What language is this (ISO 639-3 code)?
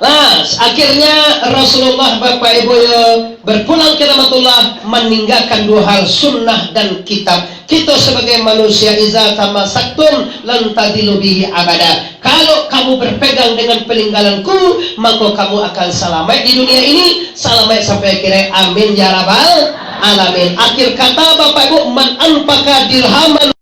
min